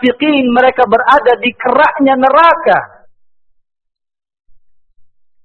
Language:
Indonesian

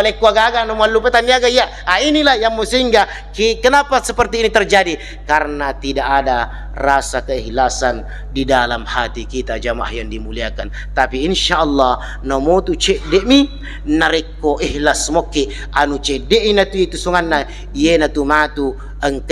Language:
Buginese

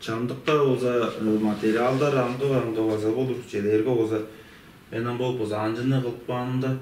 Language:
Tuvinian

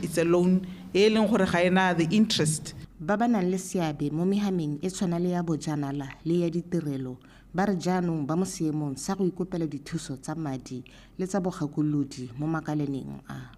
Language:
Tswana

